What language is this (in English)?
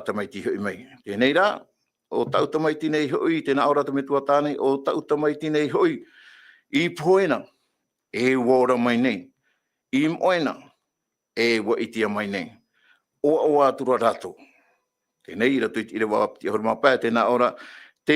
Tahitian